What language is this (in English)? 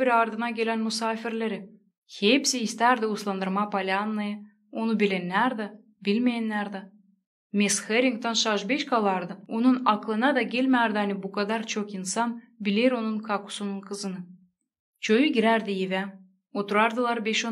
Gagauz